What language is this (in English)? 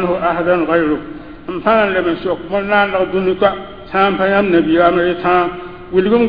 Mossi